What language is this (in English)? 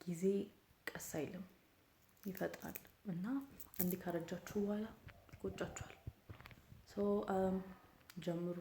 Amharic